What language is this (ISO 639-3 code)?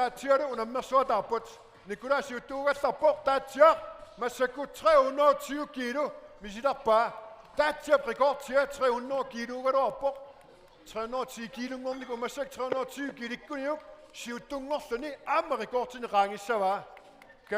kal